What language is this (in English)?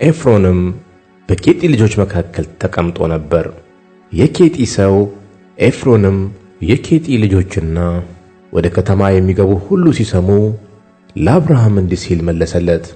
Amharic